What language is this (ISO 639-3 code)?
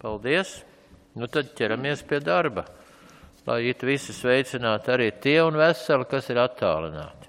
lav